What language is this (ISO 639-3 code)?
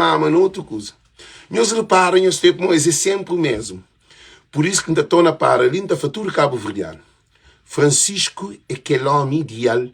kea